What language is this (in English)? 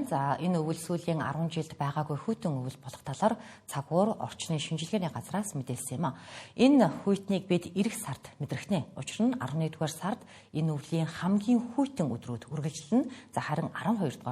Mongolian